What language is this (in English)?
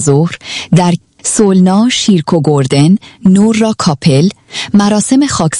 Persian